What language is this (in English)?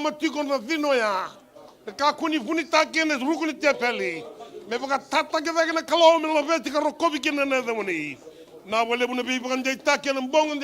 Fijian